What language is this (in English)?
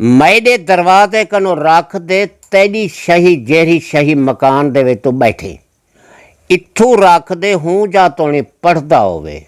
Saraiki